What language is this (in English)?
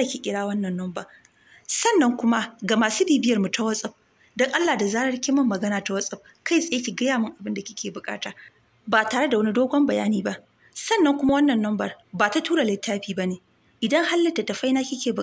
Hausa